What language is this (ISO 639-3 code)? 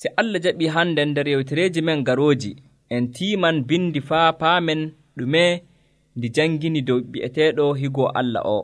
fuv